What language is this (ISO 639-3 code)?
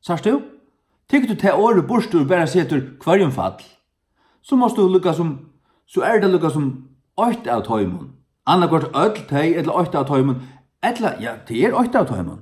fao